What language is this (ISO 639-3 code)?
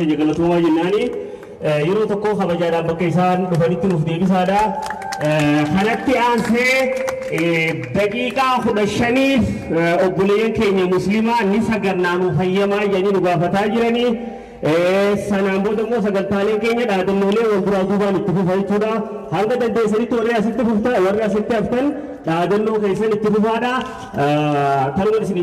orm